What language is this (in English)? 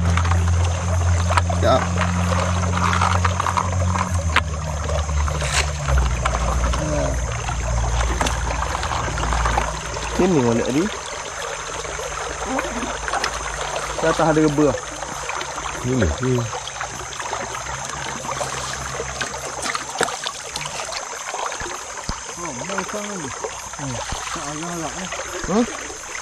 Malay